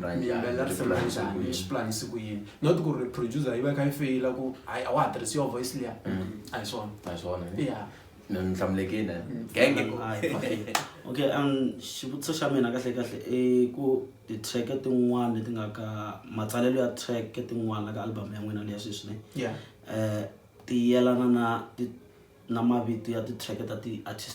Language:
Tsonga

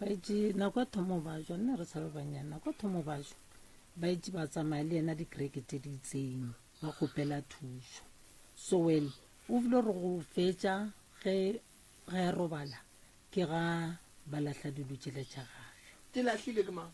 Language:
Northern Sotho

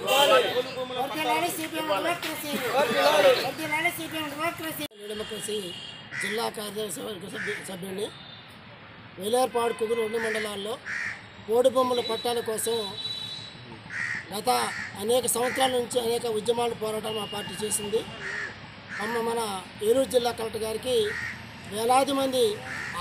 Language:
Telugu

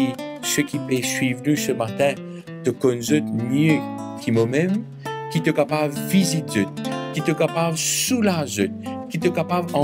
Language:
Morisyen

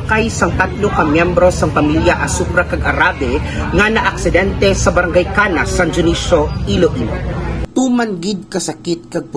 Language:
Hiligaynon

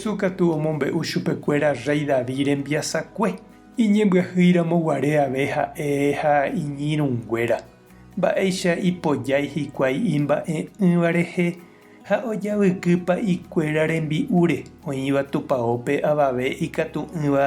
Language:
Guarani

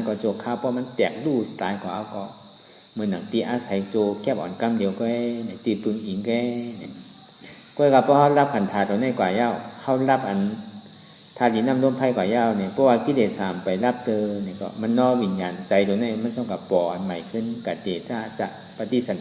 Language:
Shan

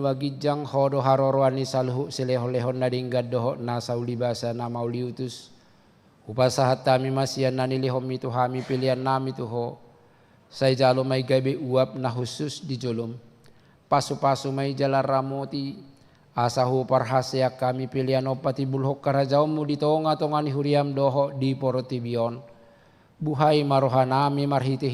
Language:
Batak Toba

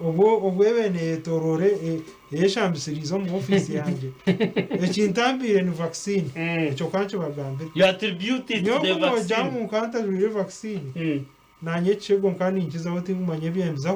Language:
Nyankole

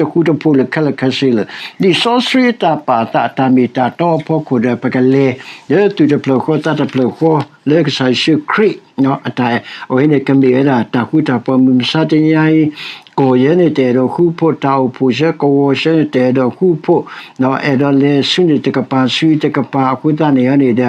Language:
S'gaw Karen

